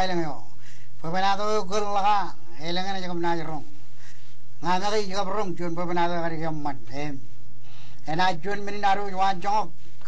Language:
Marshallese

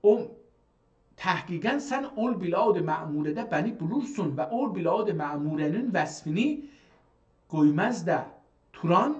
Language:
South Azerbaijani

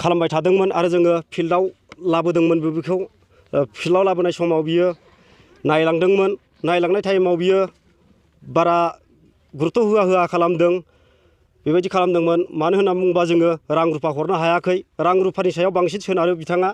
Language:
Bodo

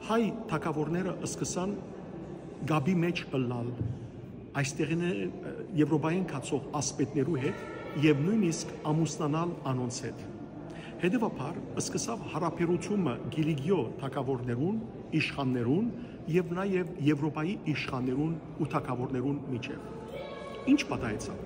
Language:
Western Armenian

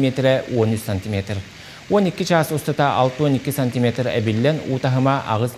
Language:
Yakut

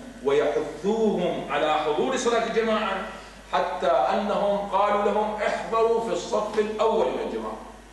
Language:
Arabic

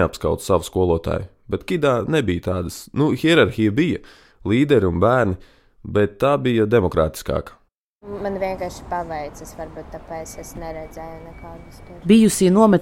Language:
Latvian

